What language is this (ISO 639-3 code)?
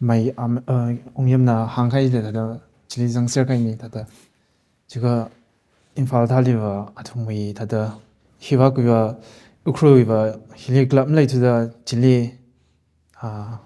nmf